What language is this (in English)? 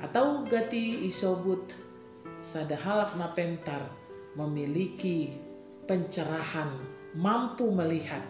Batak Simalungun